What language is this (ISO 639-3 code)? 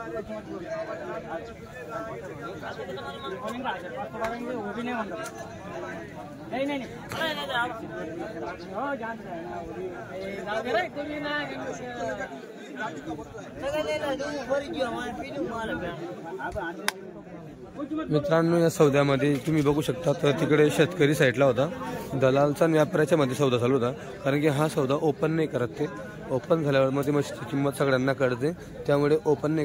mar